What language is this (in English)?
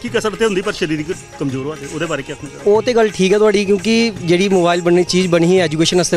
Dogri